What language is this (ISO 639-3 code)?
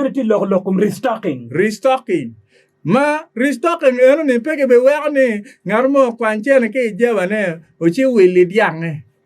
ach